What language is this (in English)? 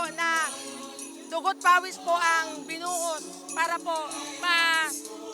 Bikol